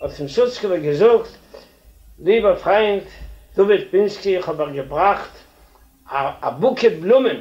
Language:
Yiddish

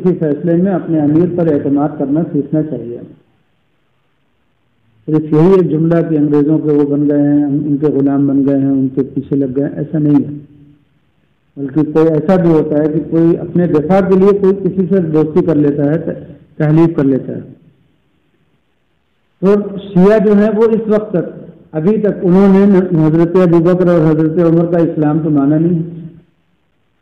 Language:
Urdu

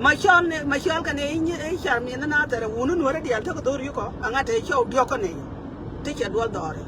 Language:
Nuer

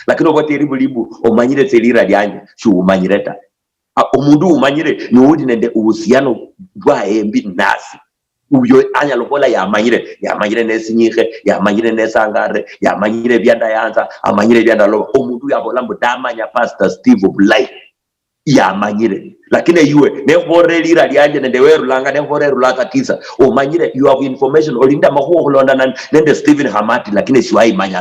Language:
Luyia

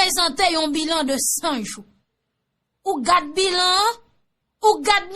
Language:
Haitian Creole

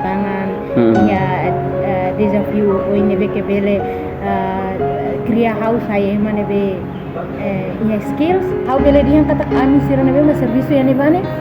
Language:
Tetum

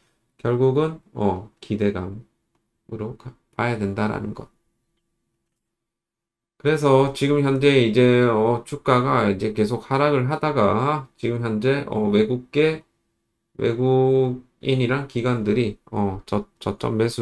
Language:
Korean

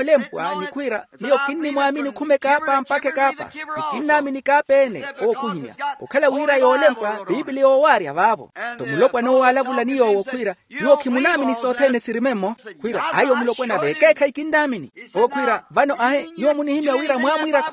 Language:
Makhuwa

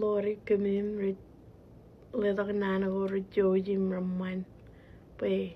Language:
Marshallese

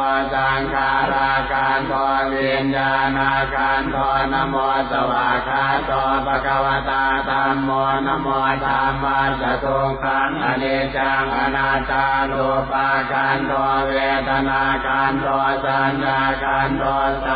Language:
Pali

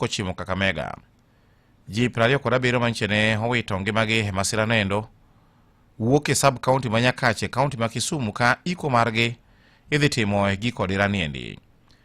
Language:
Luo (Kenya and Tanzania)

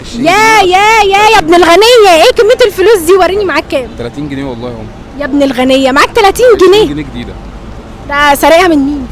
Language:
Egyptian Arabic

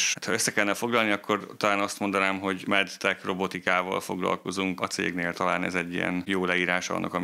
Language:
Hungarian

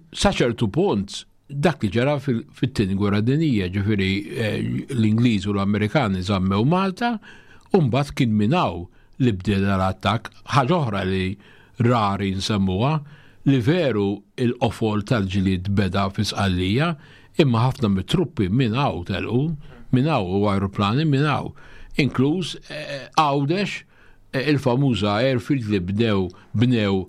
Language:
Maltese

